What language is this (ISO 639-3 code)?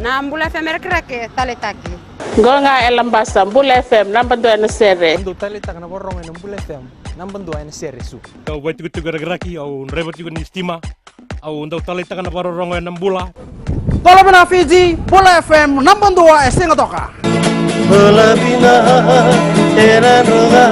fij